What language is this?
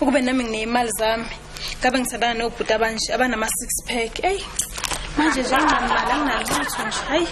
Zulu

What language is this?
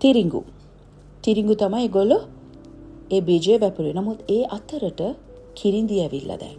Sinhala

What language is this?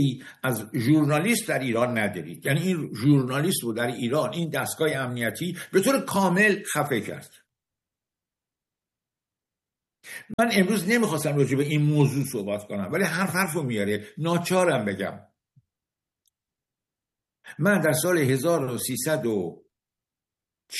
Persian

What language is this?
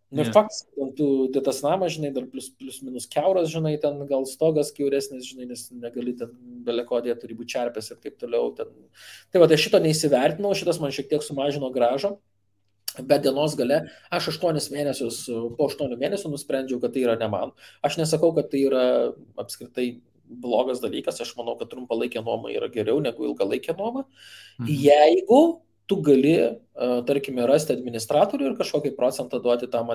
Lithuanian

